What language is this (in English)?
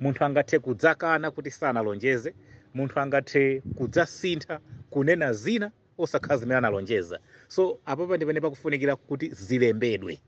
Nyanja